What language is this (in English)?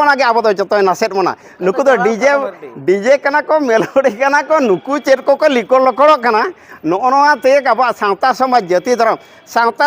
Santali